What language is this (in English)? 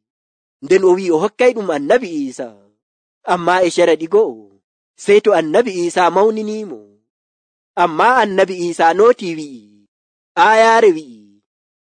Nigerian Fulfulde